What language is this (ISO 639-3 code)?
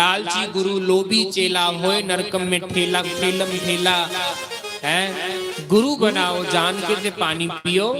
doi